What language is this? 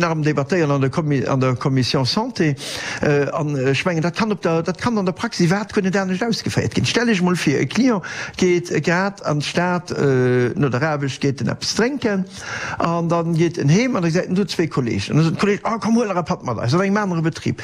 Luxembourgish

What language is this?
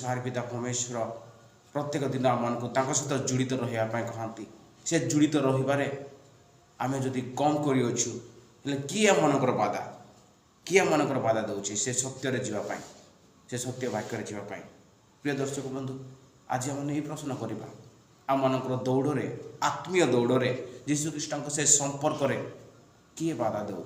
Odia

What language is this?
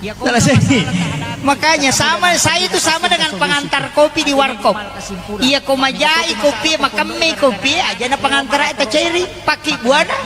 Buginese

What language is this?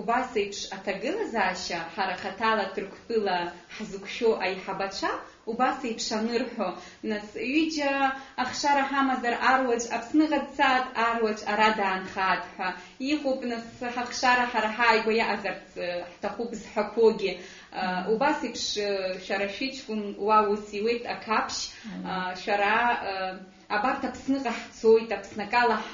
Abkhazian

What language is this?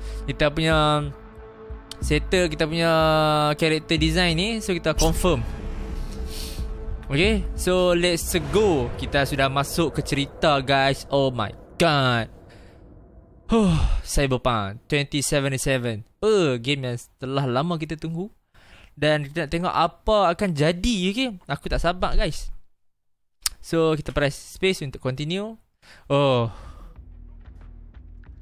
Malay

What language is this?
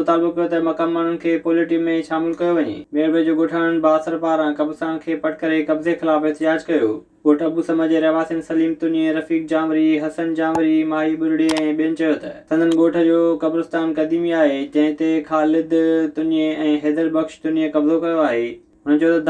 Sindhi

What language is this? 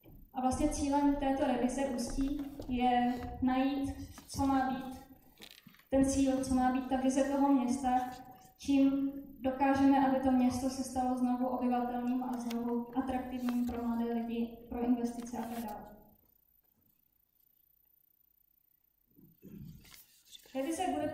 Czech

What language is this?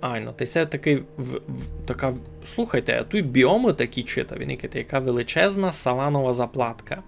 Rusyn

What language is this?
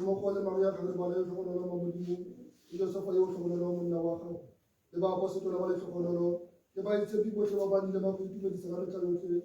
Tswana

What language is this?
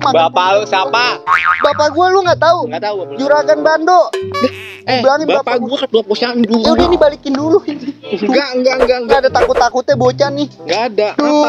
Betawi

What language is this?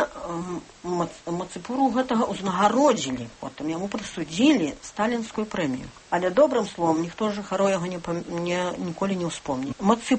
Belarusian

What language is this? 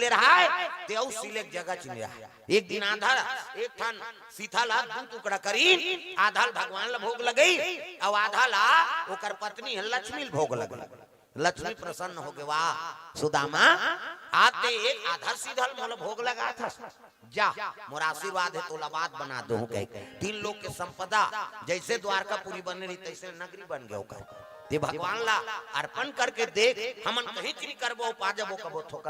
Chhattisgarhi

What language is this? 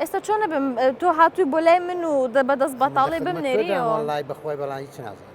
Central Kurdish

